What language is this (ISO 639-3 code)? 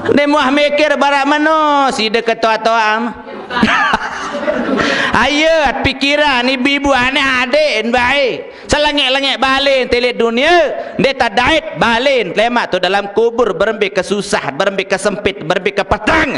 sas